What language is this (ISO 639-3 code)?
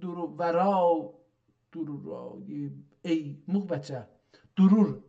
azb